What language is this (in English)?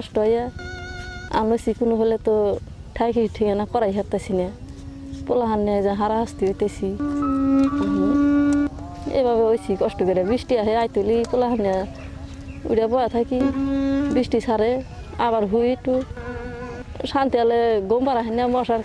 Bangla